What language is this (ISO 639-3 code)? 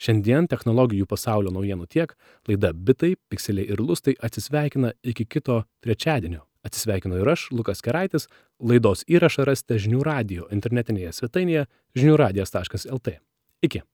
lit